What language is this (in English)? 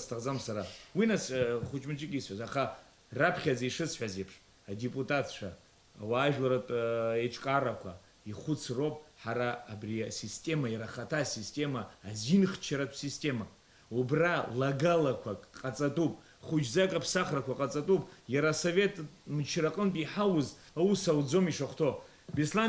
Abkhazian